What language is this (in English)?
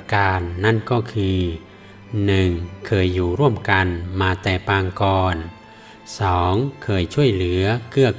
Thai